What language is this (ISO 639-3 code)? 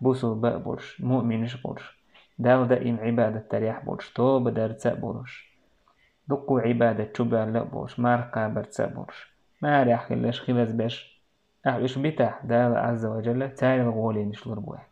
che